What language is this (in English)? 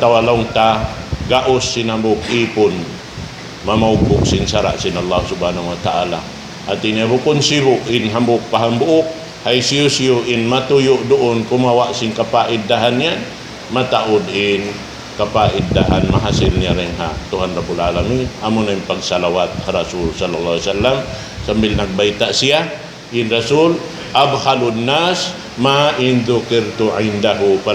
Tausug